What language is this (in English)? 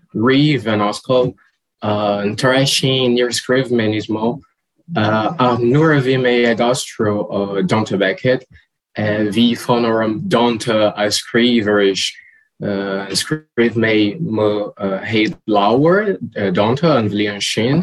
Irish